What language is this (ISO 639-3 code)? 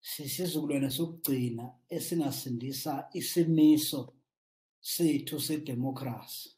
zul